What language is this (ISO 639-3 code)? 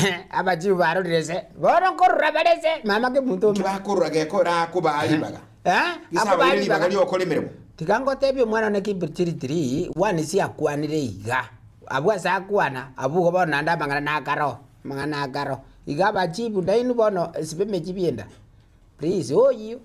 guz